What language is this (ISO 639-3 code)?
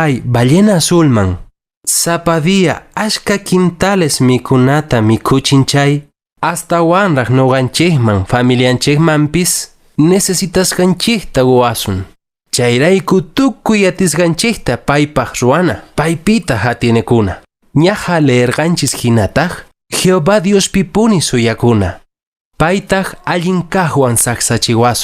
que